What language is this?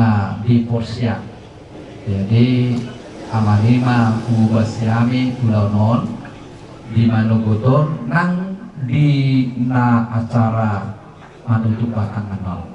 Batak Toba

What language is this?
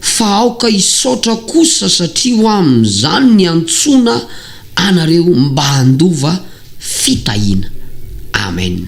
Malagasy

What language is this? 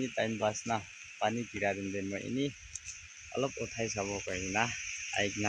Naga Pidgin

